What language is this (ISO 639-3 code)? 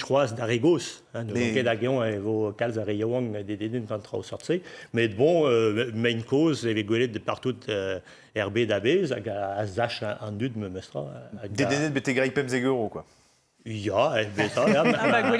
bre